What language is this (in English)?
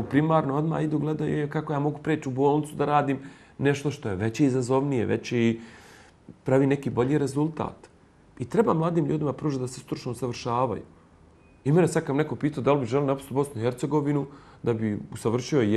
Bosnian